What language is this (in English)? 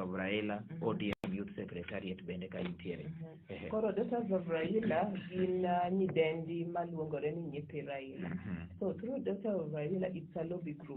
Luo (Kenya and Tanzania)